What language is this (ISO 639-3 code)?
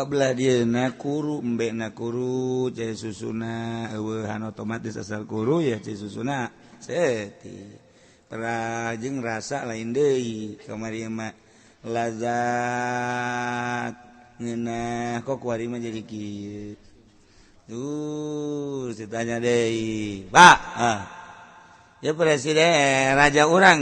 sun